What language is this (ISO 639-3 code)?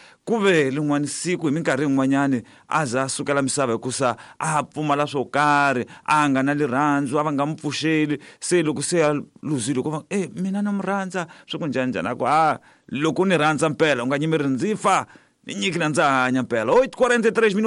tso